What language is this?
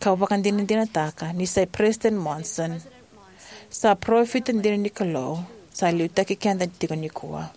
Fijian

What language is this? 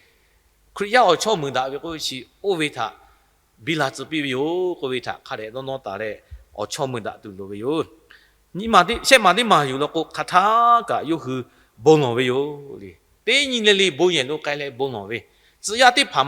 Lahu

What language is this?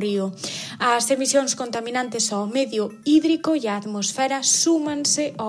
Galician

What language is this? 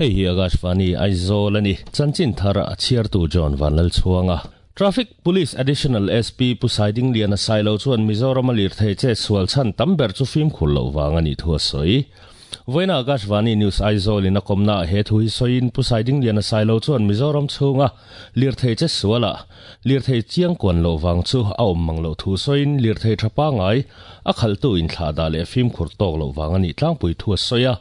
Mizo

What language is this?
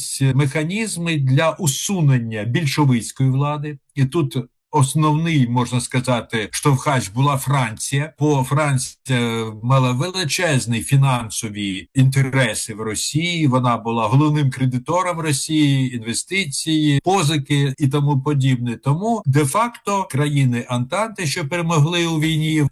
Ukrainian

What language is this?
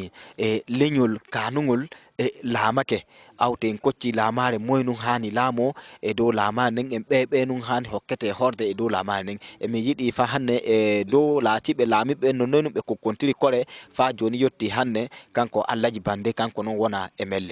Fula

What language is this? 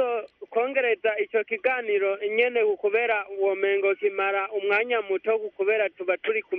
Rundi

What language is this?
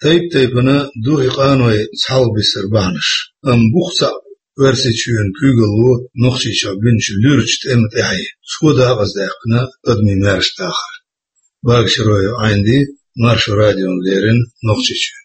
Chechen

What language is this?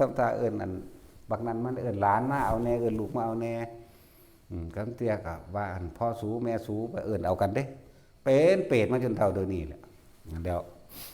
Northeastern Thai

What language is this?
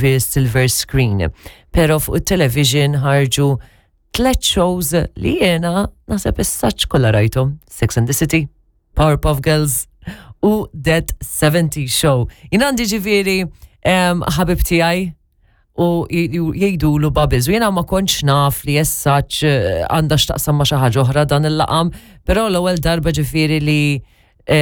Maltese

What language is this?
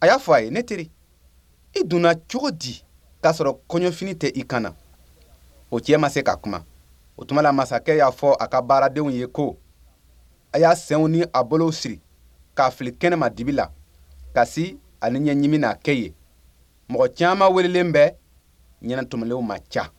Bambara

